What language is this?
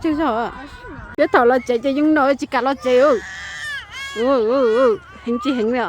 Hmong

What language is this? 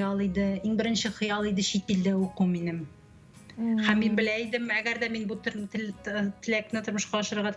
Tatar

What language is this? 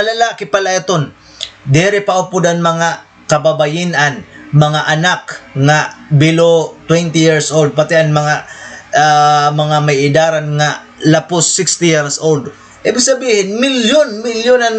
Waray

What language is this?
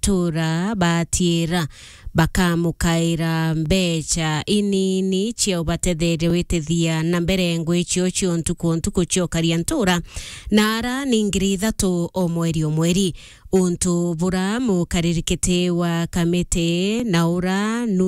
Meru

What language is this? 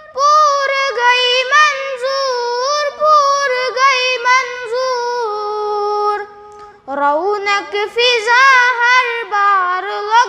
Kashmiri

